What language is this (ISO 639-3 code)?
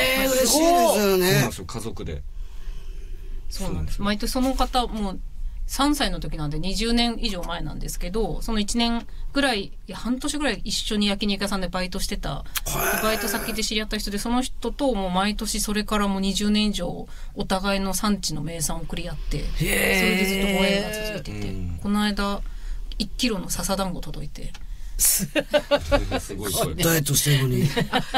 jpn